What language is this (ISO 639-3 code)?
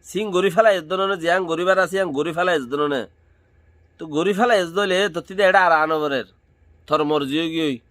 rhg